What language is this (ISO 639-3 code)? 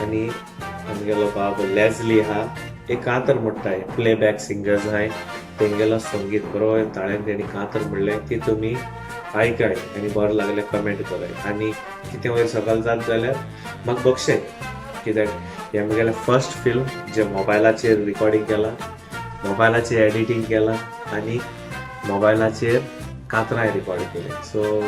kok